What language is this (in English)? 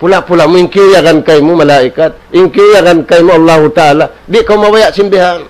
Tausug